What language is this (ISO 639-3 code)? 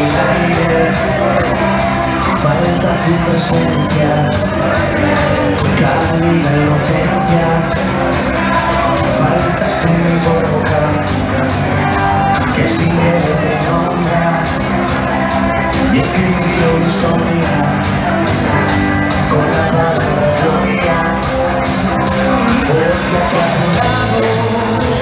spa